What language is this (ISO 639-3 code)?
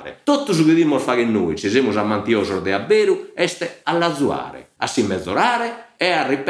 srd